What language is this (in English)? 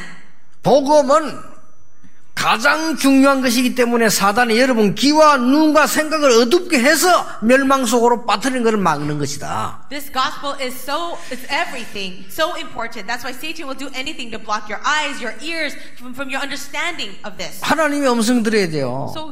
Korean